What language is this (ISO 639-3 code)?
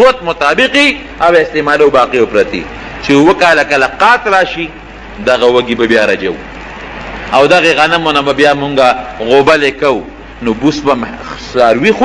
pus